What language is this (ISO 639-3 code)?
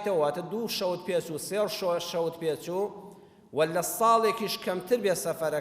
ckb